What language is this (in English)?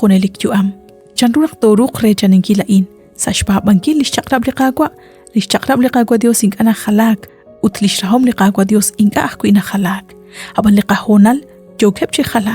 Kekchí